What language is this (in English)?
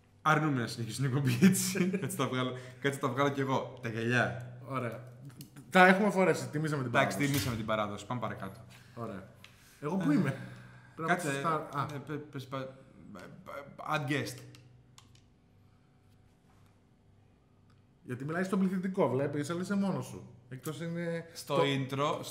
Greek